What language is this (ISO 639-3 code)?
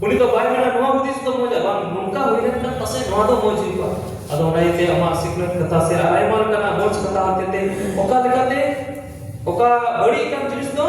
sat